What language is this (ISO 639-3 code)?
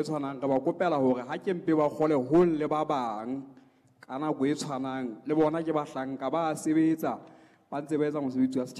sot